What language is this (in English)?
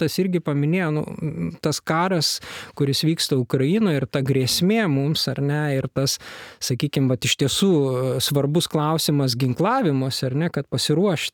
Lithuanian